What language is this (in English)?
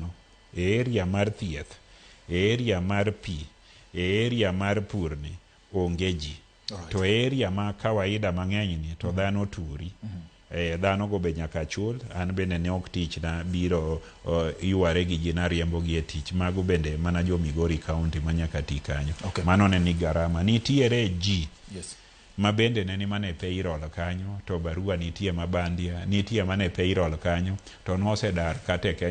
Luo (Kenya and Tanzania)